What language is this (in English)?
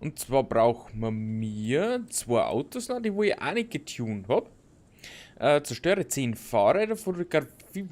Bavarian